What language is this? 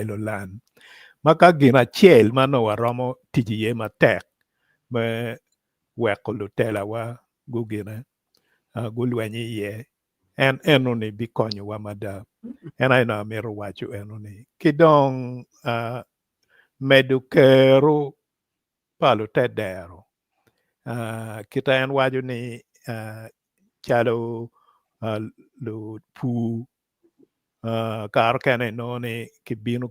Acoli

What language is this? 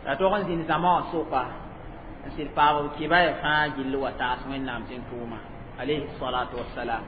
Mossi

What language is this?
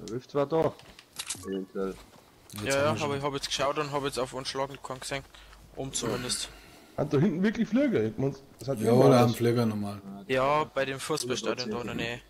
Bavarian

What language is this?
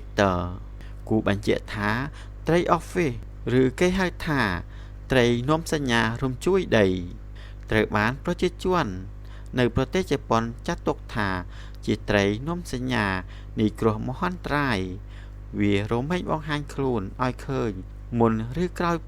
Khmer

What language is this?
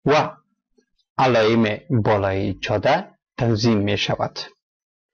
Persian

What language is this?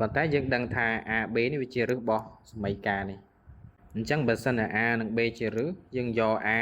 Khmer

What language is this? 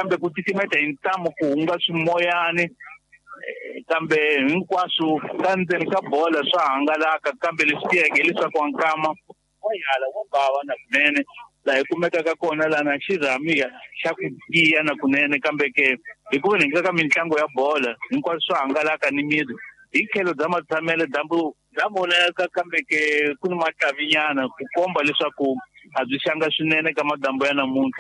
Tsonga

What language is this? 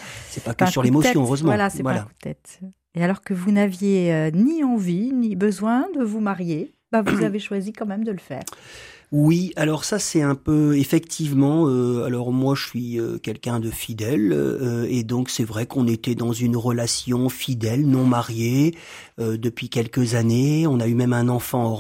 French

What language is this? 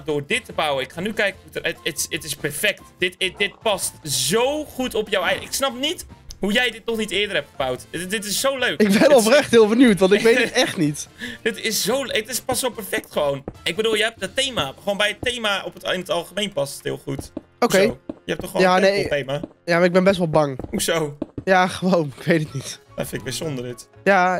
Dutch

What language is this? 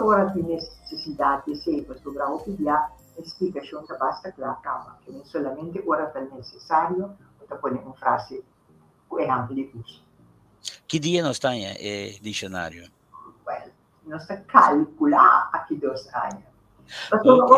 Papiamento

